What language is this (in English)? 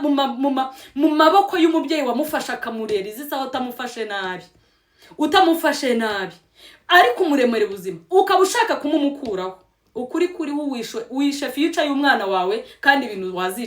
Kinyarwanda